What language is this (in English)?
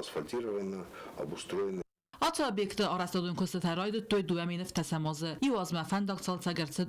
Ossetic